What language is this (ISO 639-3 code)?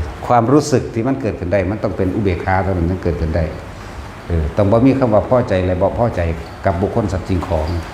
tts